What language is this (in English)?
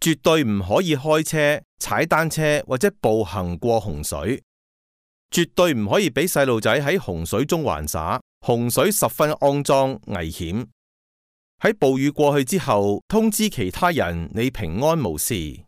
Cantonese